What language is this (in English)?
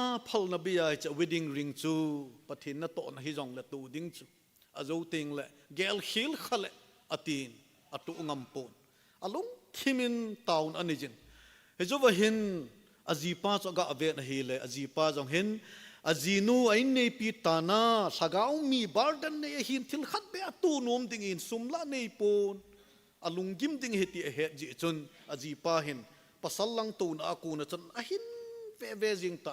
Thado Chin